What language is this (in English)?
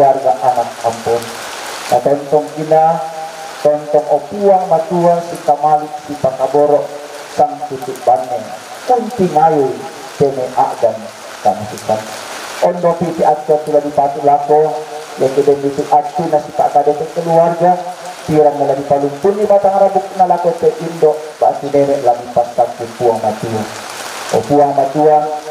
Toraja-Sa'dan